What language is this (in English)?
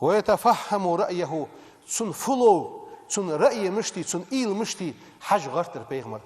Ingush